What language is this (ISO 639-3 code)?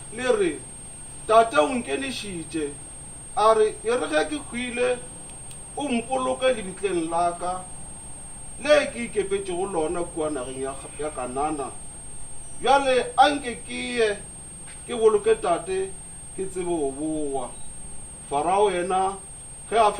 nso